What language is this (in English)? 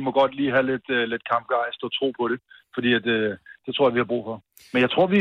Danish